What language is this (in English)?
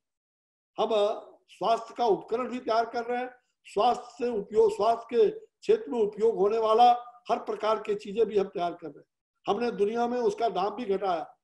Hindi